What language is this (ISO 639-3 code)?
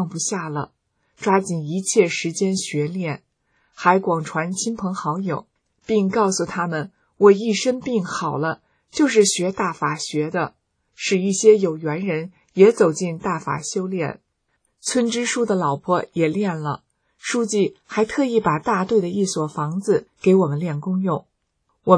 zho